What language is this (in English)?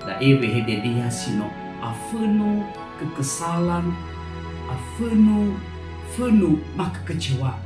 Nias